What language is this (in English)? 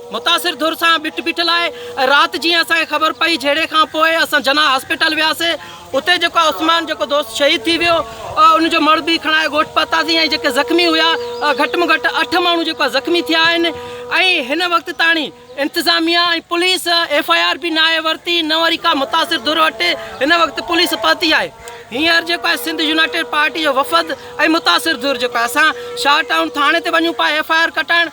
Sindhi